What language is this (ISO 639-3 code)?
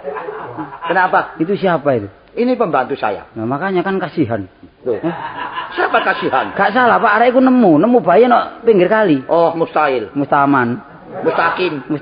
jav